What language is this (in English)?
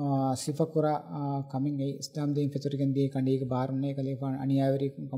Divehi